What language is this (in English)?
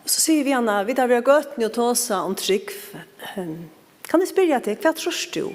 Faroese